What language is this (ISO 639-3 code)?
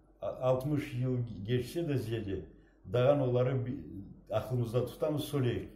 crh